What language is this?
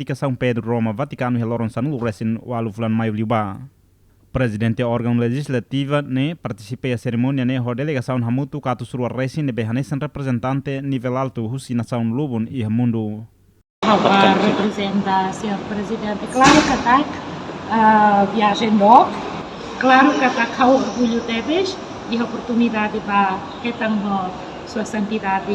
Tetum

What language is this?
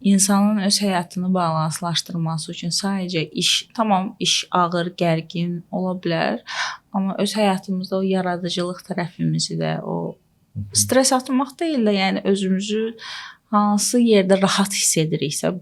Azerbaijani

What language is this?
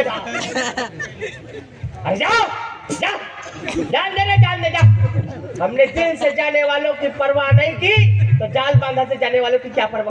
Chhattisgarhi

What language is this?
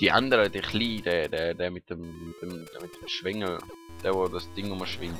Swiss German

